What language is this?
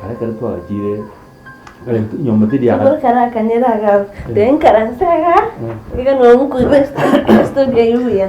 Gusii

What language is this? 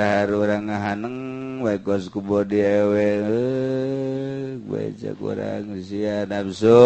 Sundanese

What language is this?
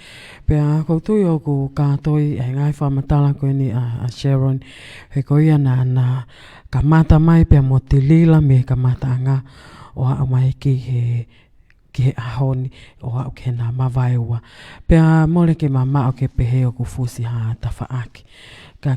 Tongan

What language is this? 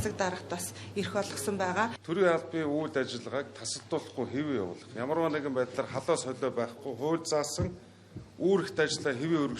Mongolian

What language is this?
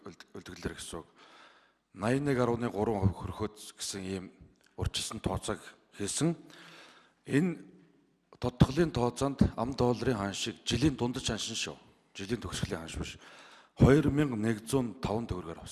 Mongolian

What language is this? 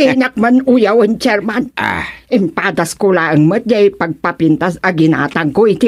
Iloko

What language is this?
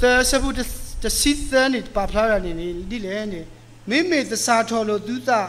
S'gaw Karen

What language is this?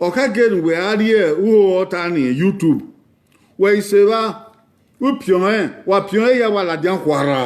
Bini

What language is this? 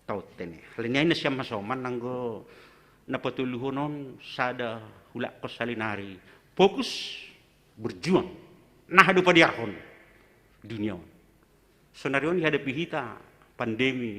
Batak Simalungun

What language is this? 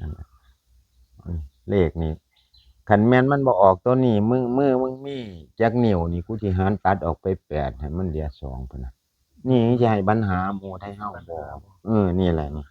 Northeastern Thai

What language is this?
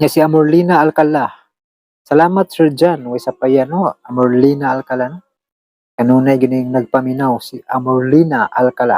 Cebuano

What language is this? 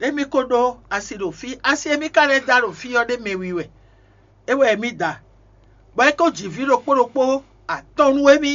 Fon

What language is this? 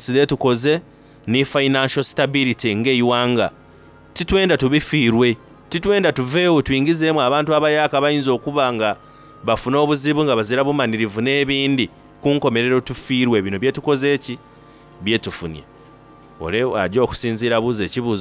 Soga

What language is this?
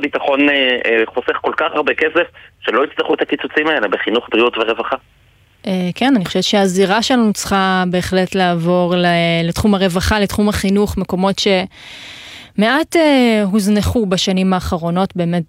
Hebrew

